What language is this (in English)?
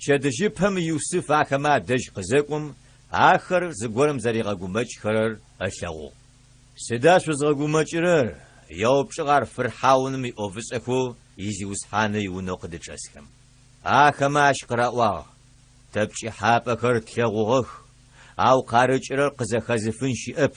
Adyghe